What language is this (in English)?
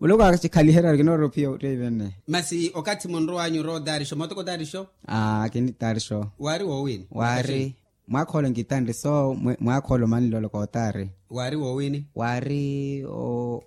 Makhuwa